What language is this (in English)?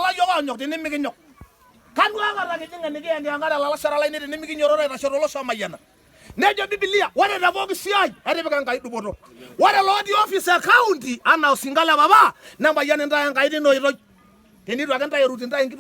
Masai